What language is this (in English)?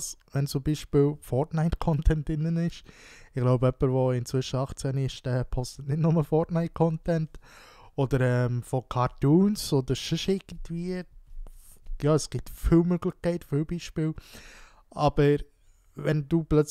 Swiss German